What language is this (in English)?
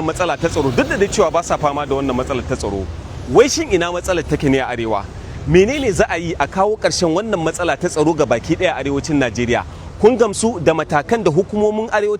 Hausa